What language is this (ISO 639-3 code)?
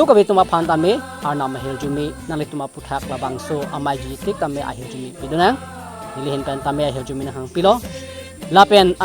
mjw